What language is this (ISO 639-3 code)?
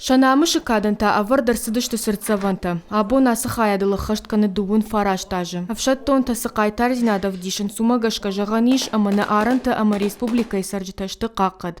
oss